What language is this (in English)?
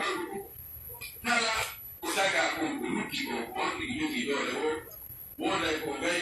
Pular